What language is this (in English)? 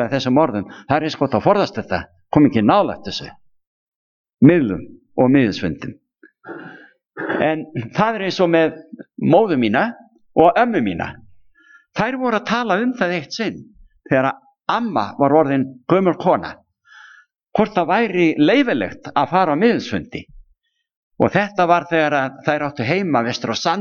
Icelandic